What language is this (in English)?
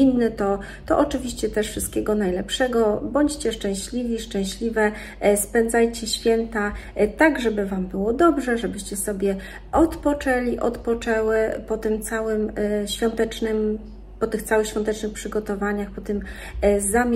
Polish